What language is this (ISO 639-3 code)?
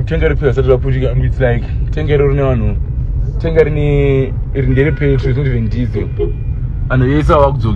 sna